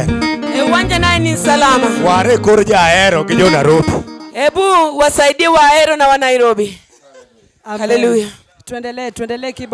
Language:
Luo (Kenya and Tanzania)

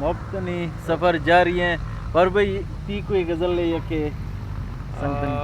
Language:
Eastern Balochi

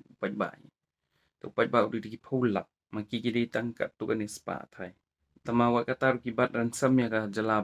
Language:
Khasi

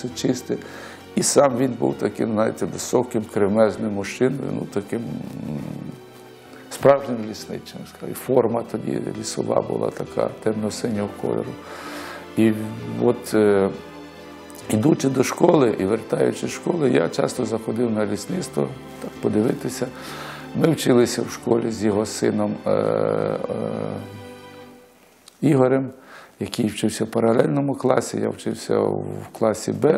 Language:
Ukrainian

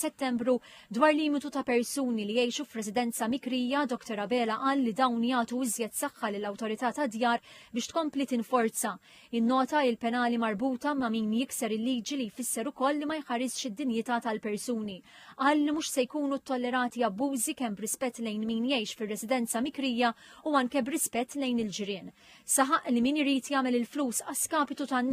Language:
Maltese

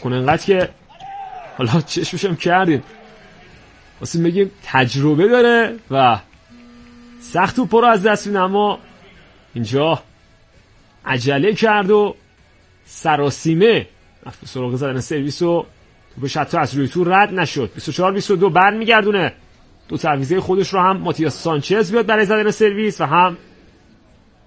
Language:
Persian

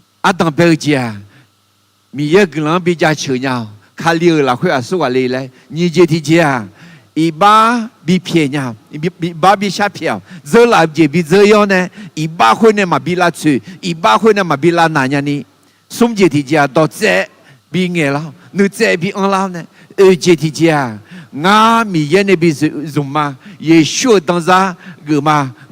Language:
Akha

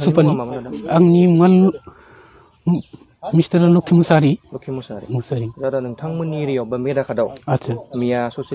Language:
Bodo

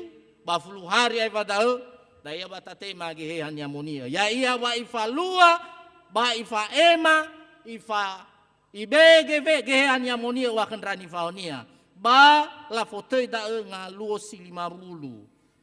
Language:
Nias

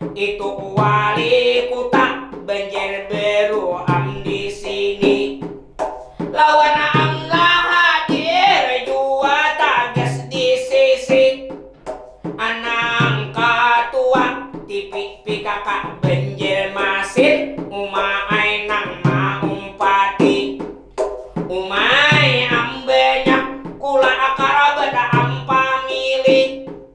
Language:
Banjar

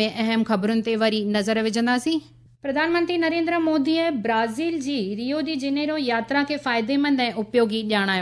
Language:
Sindhi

